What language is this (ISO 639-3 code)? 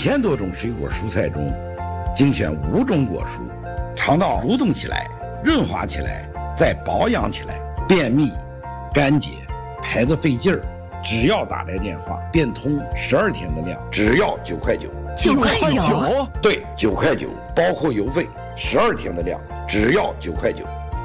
zho